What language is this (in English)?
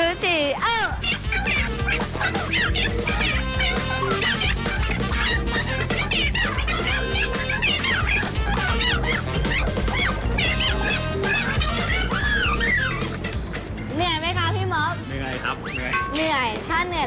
Thai